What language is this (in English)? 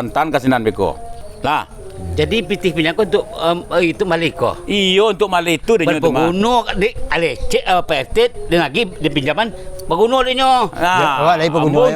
Minangkabau